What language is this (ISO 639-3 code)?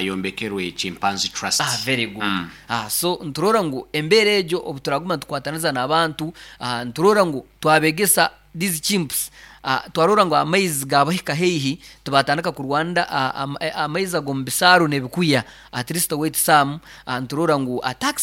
nyo